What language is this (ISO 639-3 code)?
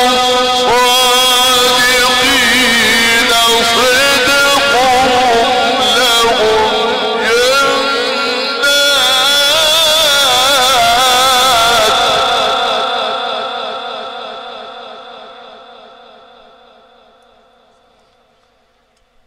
ara